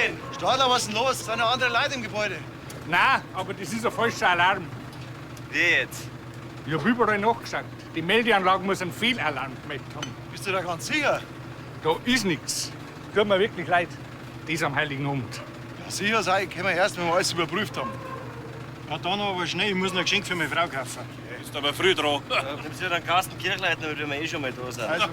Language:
Bavarian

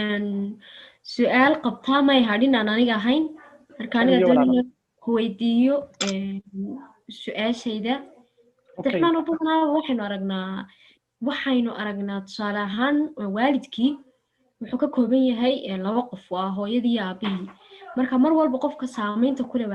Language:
Somali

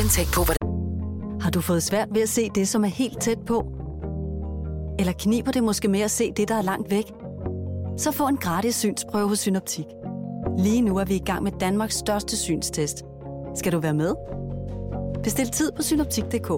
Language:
Danish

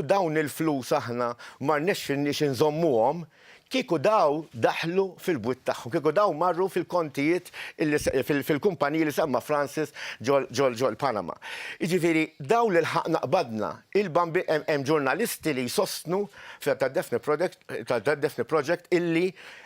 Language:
Maltese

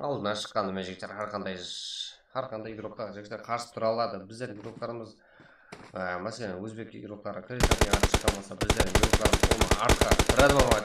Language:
Kara-Kalpak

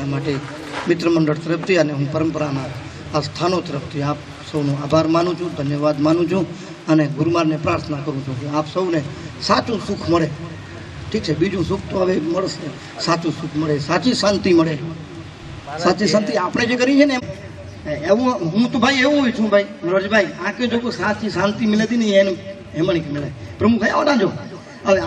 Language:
Gujarati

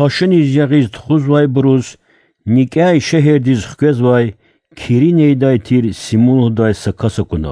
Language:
Lezghian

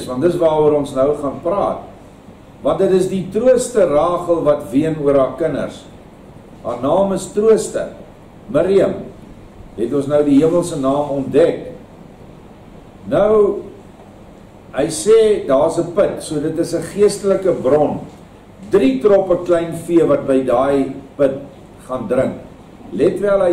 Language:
Afrikaans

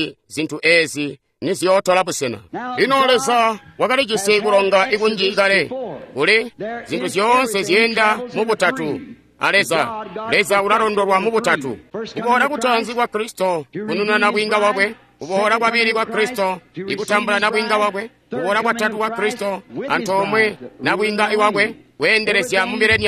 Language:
Tonga (Zambia)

